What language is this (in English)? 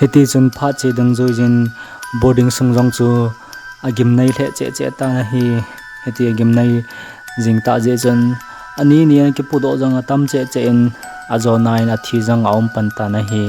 Thado Chin